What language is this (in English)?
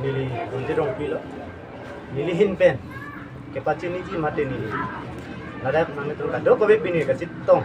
Karbi